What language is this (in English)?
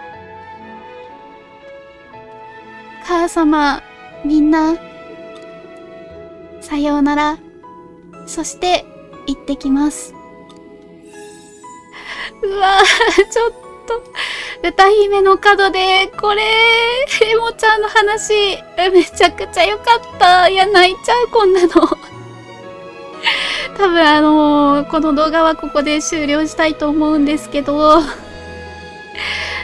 Japanese